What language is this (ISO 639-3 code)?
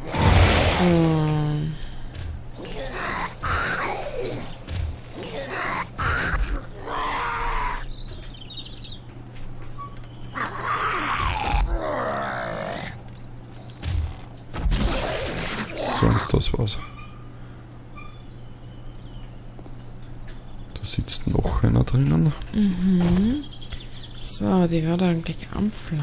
deu